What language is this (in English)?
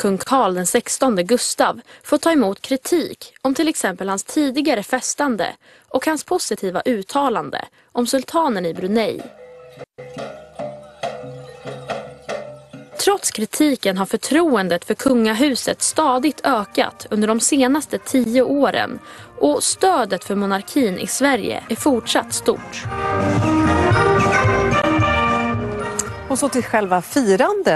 Swedish